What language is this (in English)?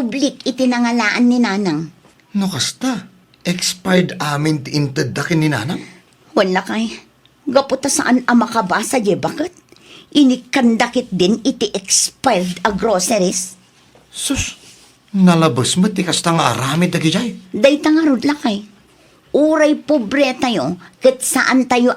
Iloko